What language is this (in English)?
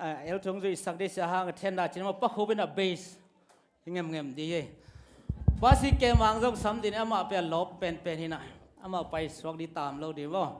Tedim Chin